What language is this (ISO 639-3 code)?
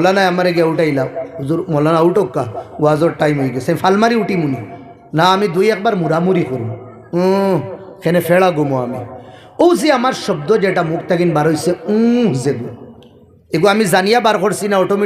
syl